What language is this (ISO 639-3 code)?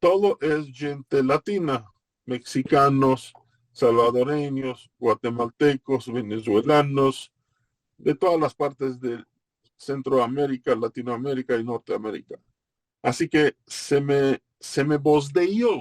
lad